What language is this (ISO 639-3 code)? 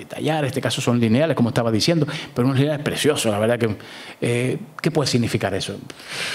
spa